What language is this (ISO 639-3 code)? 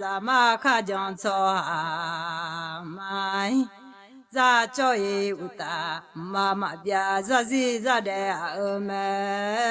ahk